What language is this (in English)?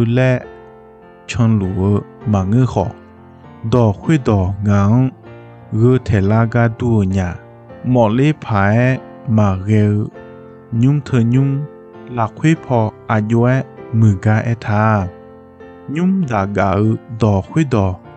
Akha